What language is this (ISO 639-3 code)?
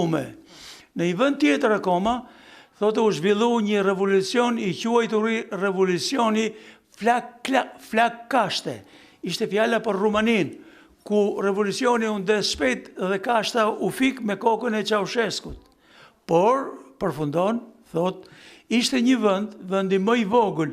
sqi